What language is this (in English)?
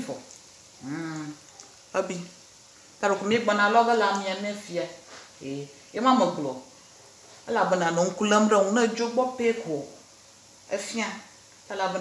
Ewe